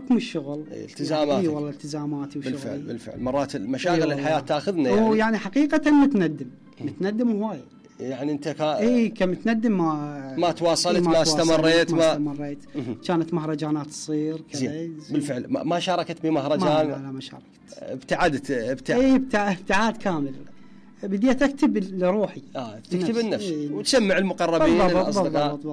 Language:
Mesopotamian Arabic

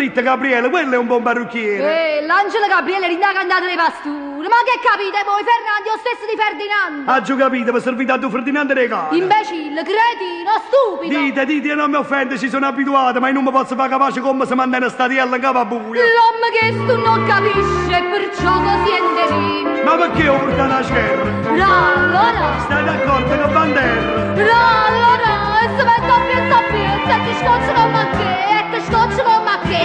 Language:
Neapolitan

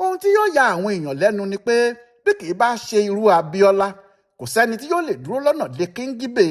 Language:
Yoruba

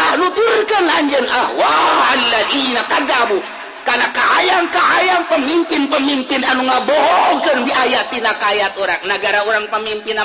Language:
Sundanese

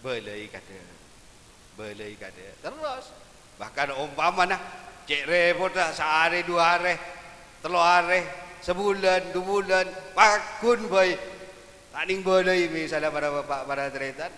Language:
Madurese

